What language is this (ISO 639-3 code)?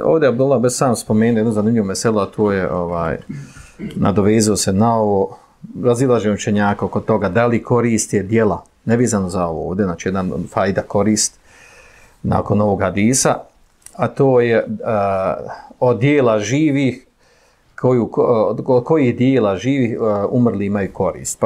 bos